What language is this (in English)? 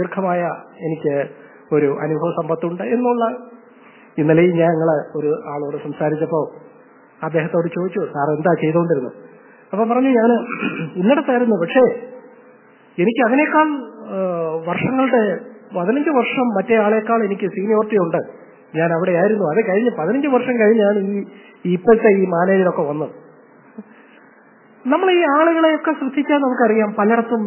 Malayalam